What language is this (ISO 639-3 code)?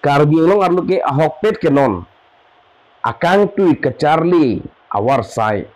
mjw